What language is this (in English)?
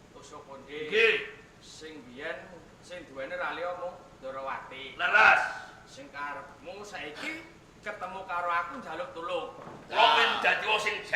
Javanese